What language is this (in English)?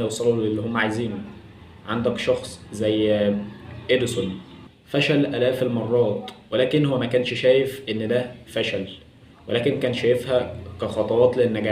Egyptian Arabic